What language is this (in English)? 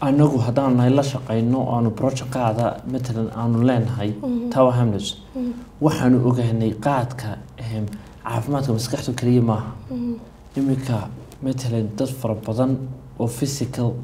Somali